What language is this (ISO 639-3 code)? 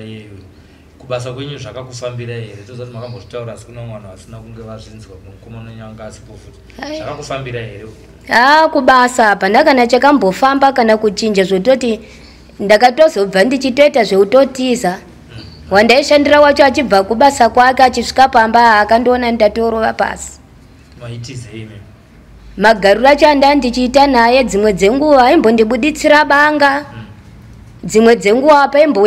sna